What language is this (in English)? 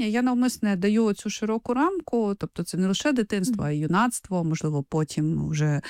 Ukrainian